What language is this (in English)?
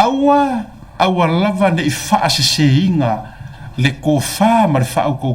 Samoan